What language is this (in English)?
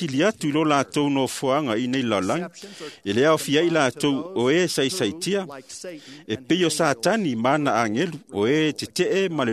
Samoan